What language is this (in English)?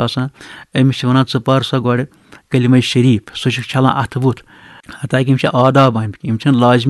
Kashmiri